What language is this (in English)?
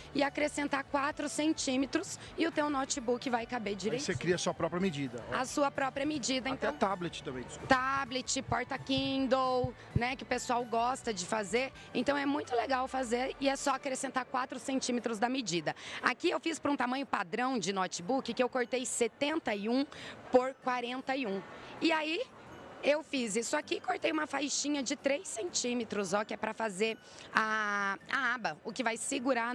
Portuguese